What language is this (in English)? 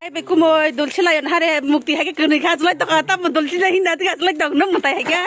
Kok Borok